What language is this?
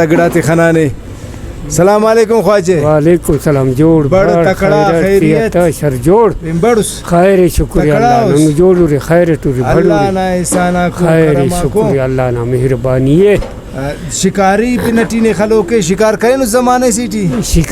Brahui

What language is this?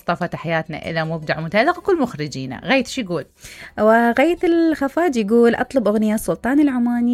Mesopotamian Arabic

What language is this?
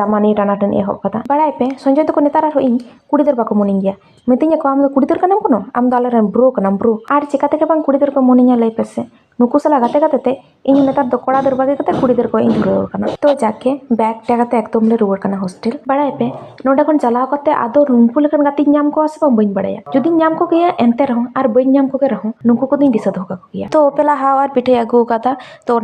Santali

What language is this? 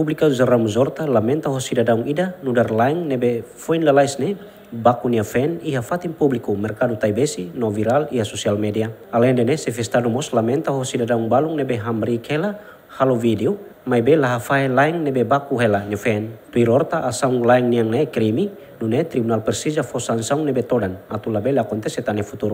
Tetum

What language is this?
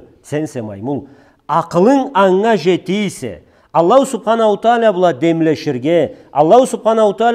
Karachay-Balkar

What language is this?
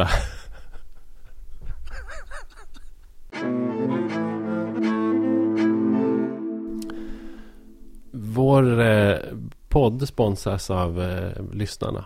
Swedish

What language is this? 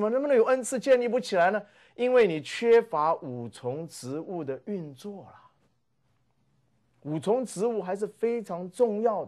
Chinese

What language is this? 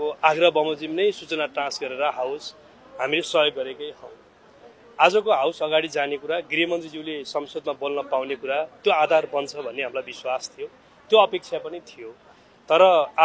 Nepali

